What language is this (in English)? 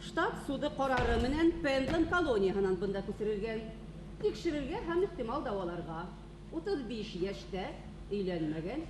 Bashkir